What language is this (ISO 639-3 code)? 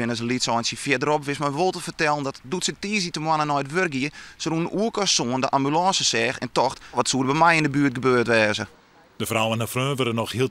fry